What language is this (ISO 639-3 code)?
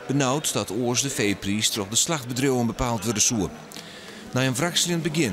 fry